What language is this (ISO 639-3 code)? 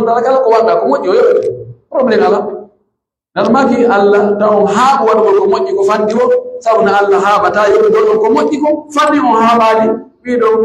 fuf